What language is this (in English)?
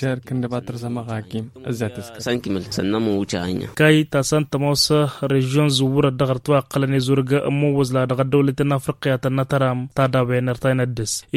Tamasheq